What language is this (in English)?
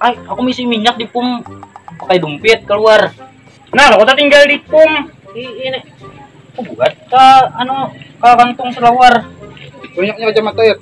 Banjar